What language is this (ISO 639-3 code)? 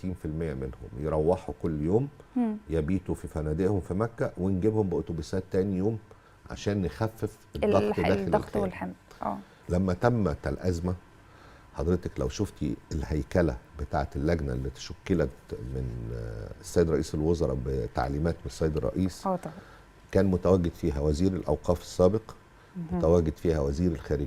arz